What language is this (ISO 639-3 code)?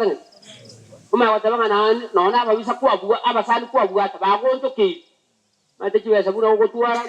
guz